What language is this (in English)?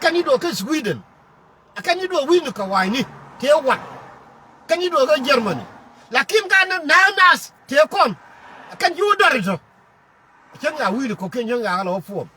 Nuer